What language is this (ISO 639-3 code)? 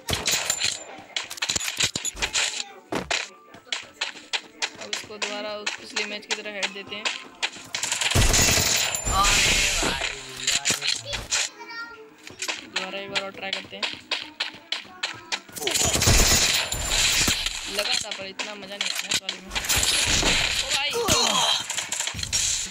hin